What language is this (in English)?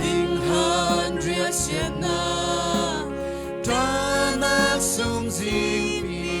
Falam Chin